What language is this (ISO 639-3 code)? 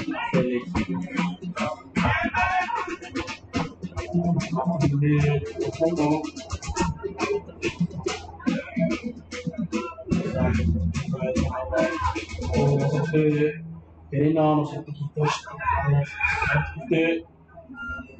isl